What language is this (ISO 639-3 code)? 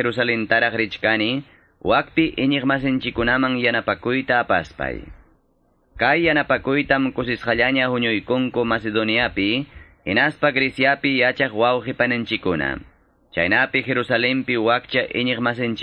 que